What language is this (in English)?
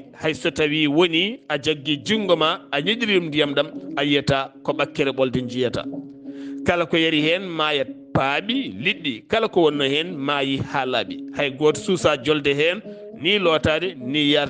Fula